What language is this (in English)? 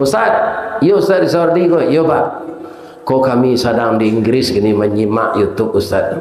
Minangkabau